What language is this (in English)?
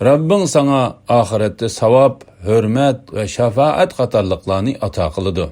Uyghur